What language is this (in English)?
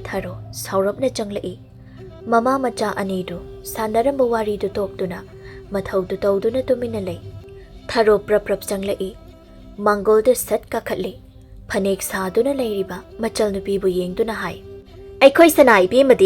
Manipuri